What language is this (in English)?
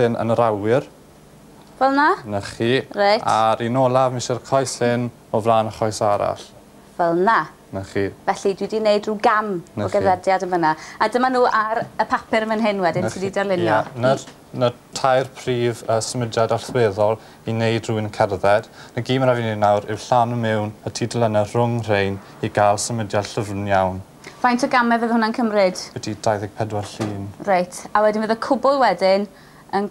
Welsh